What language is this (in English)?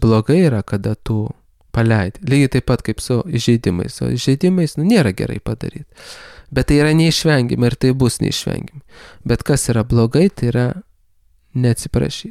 Lithuanian